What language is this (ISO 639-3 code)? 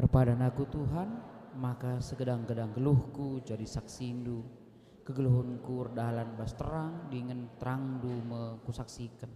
btx